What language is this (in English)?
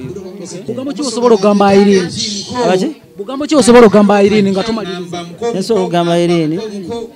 Ganda